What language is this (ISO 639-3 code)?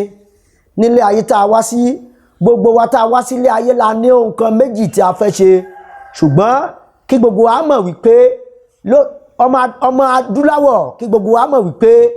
yor